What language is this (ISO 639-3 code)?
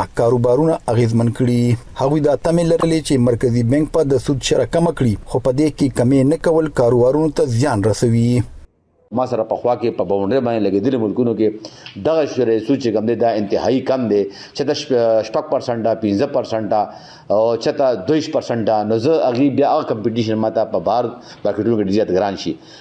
pus